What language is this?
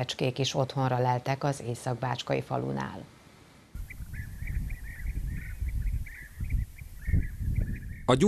Hungarian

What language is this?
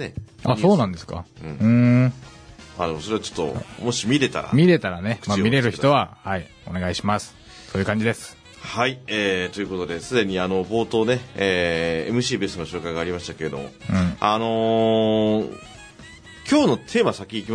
Japanese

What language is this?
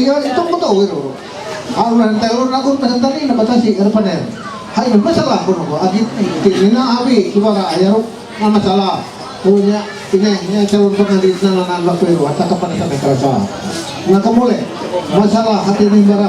Ma'anyan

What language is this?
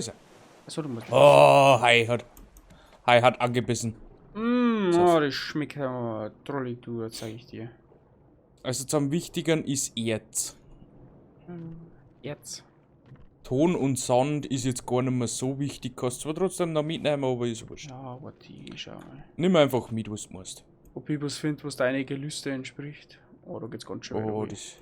Bavarian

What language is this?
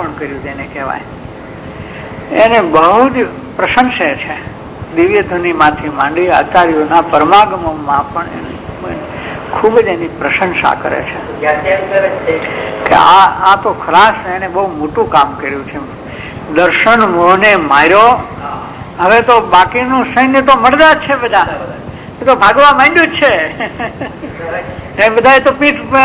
Gujarati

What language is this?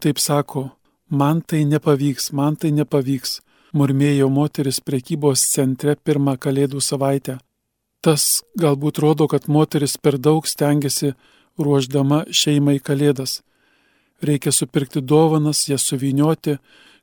Lithuanian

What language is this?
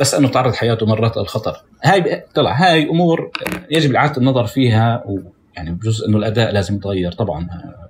North Levantine Arabic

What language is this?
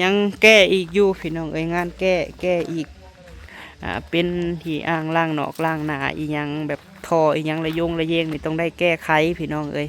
Lao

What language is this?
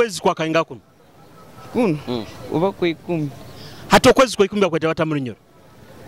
Nyoro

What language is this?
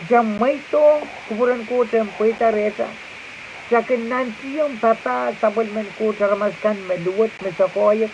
Pohnpeian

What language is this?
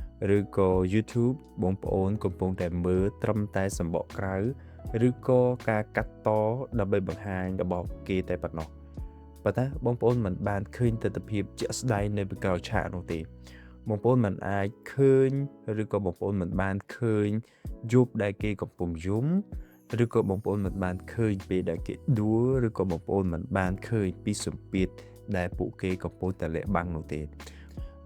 Khmer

